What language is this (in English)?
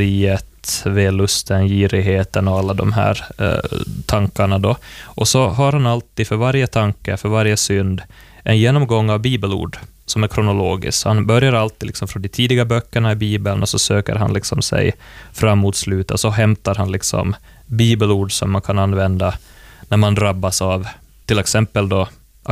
Swedish